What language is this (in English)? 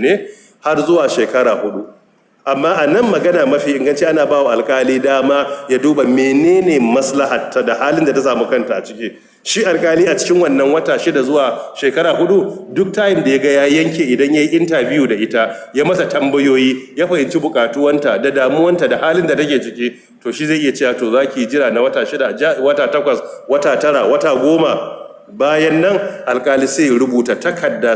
Hausa